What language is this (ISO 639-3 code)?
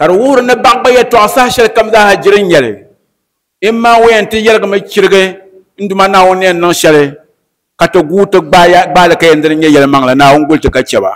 dag